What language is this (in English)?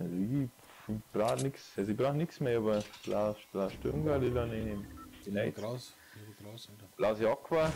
Bavarian